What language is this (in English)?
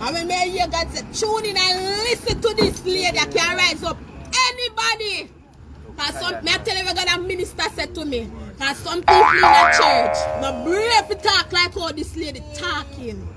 Jamaican Creole English